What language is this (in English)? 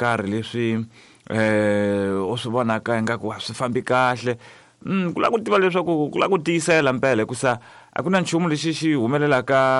Tsonga